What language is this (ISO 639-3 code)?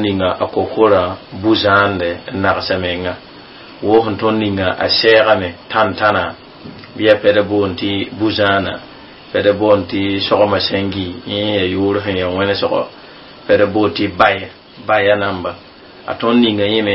mos